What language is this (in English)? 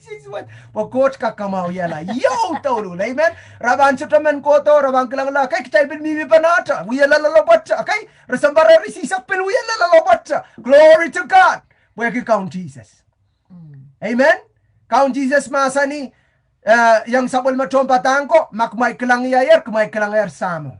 Pohnpeian